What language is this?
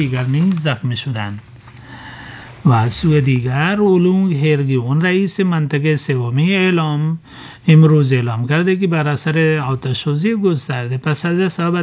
Persian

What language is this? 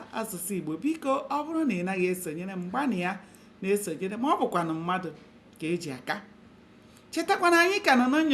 Igbo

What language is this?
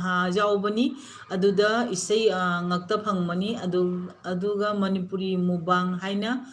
Manipuri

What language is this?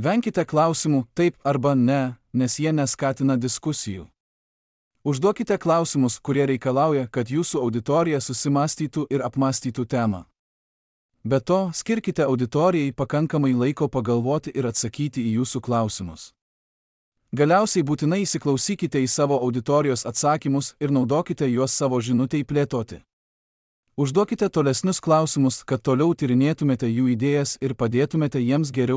Lithuanian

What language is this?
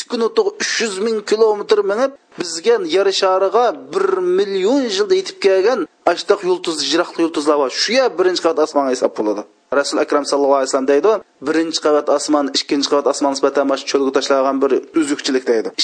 Uyghur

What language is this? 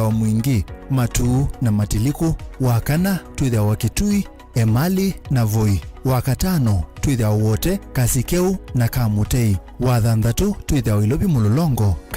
Kamba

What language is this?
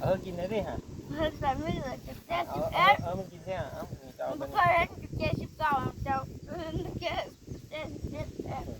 Lao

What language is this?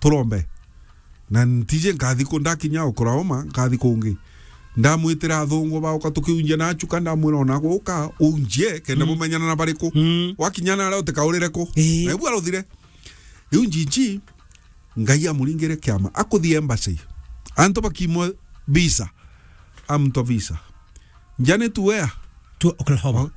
Meru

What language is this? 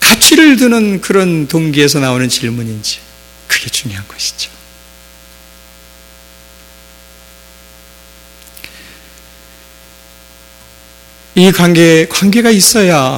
Korean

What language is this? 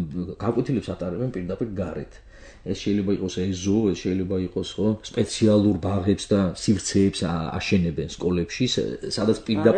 Georgian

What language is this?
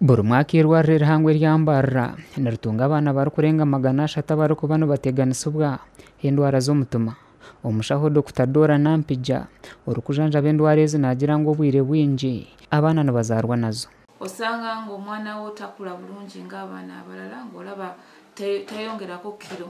Nyankole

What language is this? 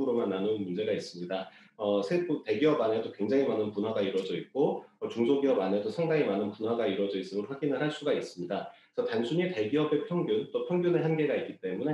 Korean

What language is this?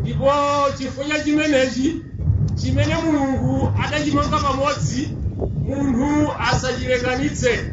Nyanja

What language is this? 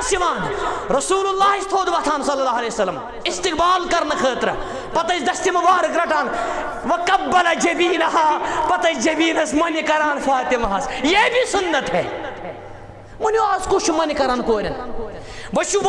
Kashmiri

